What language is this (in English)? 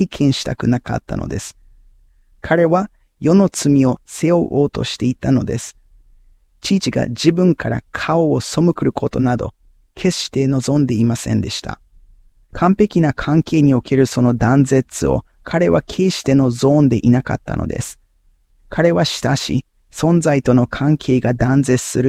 Japanese